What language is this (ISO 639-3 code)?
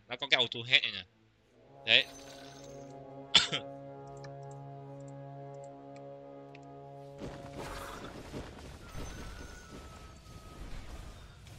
vie